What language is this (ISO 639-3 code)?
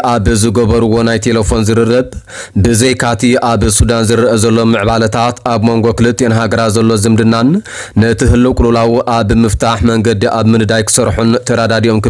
tir